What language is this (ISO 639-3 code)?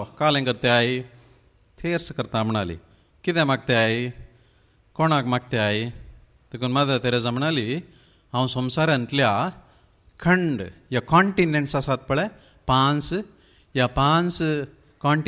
kok